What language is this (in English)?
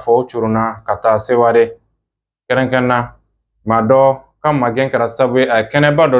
Bambara